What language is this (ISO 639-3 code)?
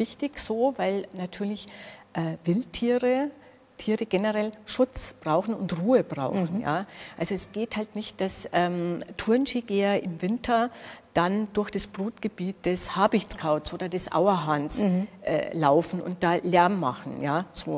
deu